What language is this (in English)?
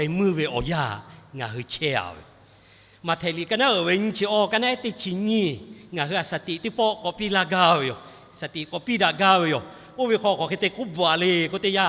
Lahu